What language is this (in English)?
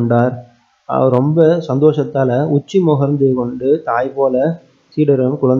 Tamil